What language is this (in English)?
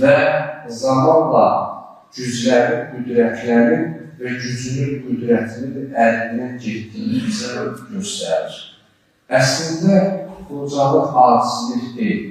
Azerbaijani